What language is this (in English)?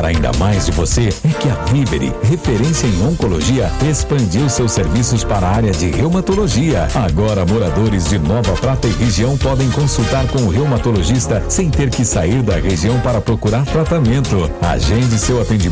Portuguese